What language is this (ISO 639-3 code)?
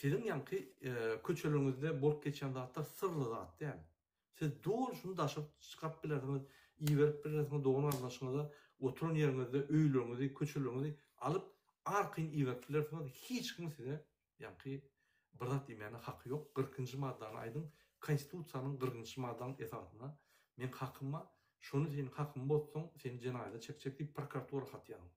tuk